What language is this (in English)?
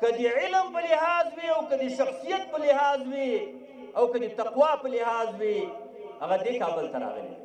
Pashto